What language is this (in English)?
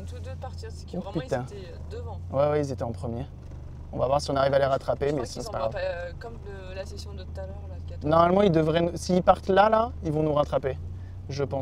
French